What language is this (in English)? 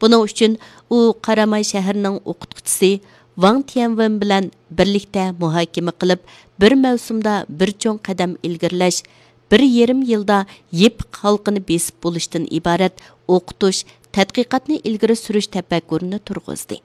Uyghur